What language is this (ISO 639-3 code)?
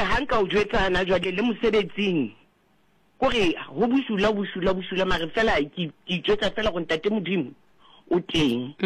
sot